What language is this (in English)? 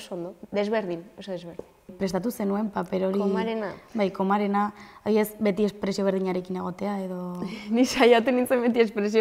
Basque